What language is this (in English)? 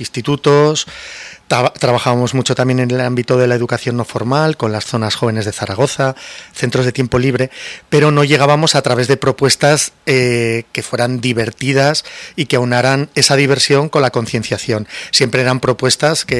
Spanish